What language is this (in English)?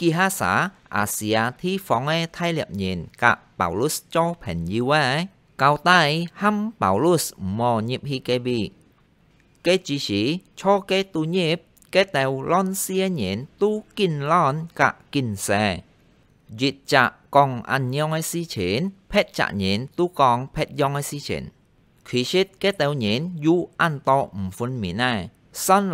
Hakka Chinese